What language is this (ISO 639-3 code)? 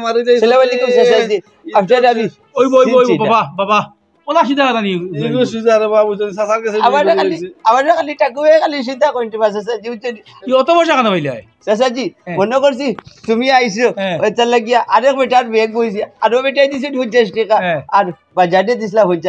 syl